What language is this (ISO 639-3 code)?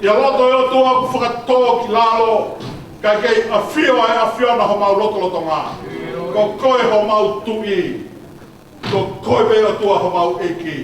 ton